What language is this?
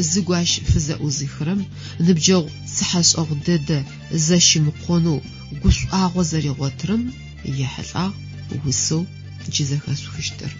Adyghe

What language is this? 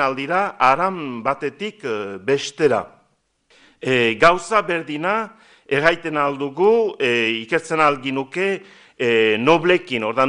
Basque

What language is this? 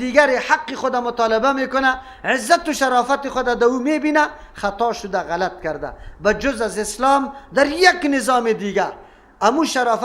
Persian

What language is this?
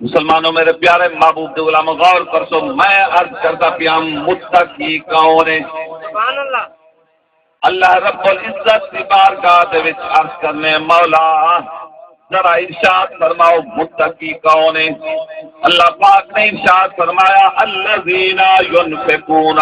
Saraiki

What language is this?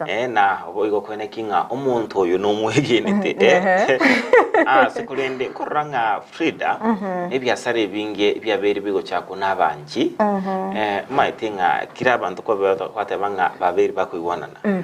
Gusii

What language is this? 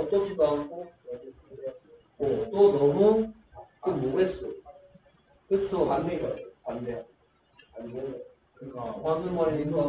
Korean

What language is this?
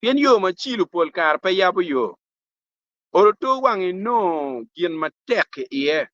Acoli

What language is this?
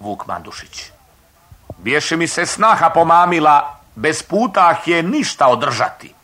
Serbian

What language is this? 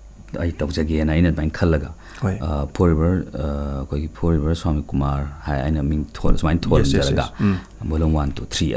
Manipuri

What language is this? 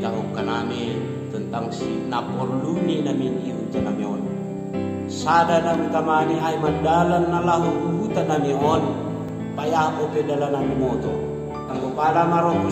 Batak Simalungun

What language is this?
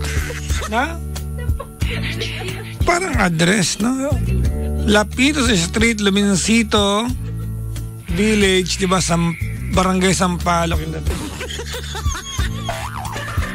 Filipino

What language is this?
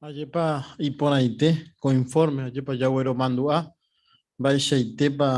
Guarani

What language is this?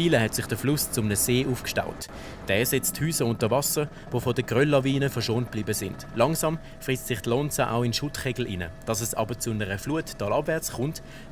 Swiss German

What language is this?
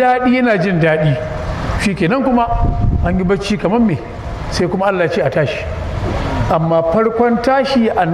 Hausa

